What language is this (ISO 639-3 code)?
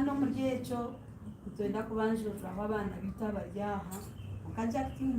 nyn